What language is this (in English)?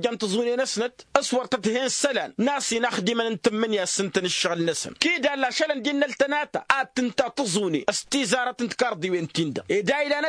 Tamasheq